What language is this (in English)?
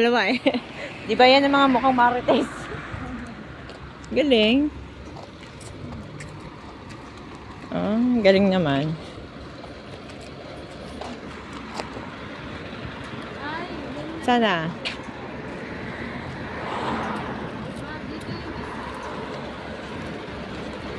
Filipino